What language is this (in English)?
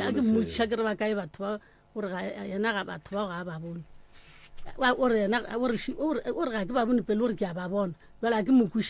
Northern Sotho